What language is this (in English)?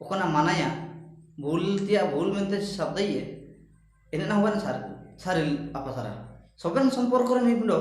Ho